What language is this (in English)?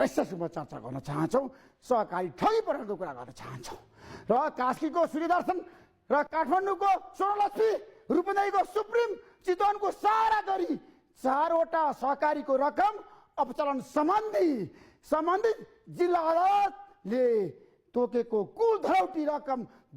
Nepali